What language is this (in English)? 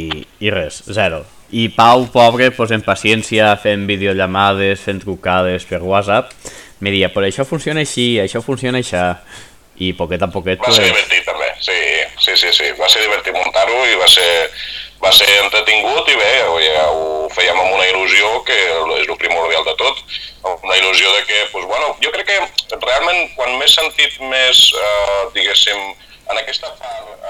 Catalan